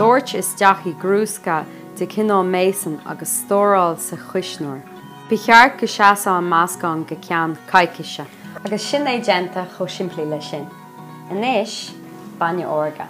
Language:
Irish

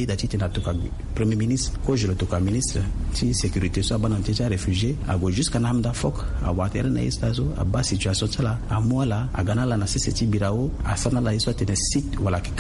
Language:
Sango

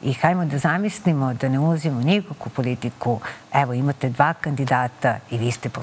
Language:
Serbian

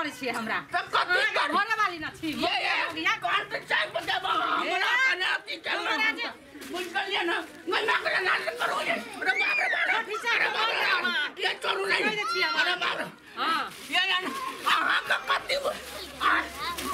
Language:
Maithili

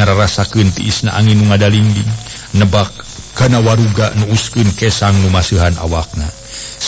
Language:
Sundanese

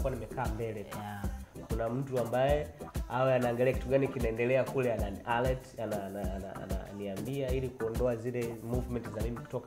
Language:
Swahili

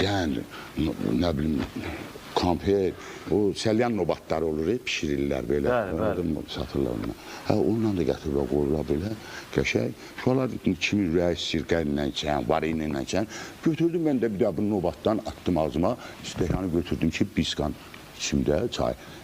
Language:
Azerbaijani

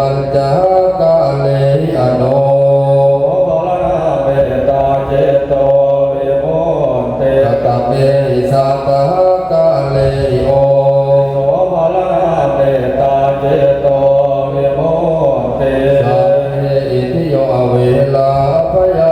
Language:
Pali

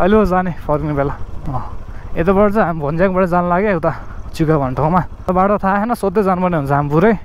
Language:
Nepali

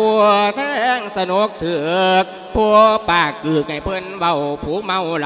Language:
Lao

